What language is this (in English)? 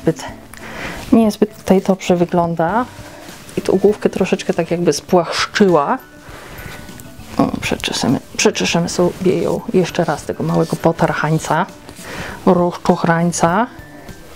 Polish